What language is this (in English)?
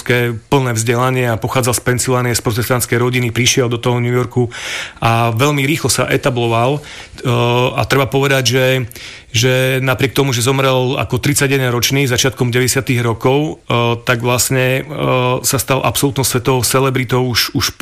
Slovak